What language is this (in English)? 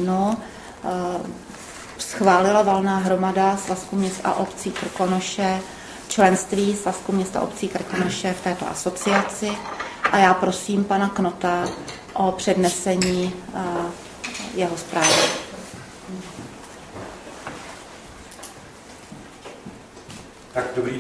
Czech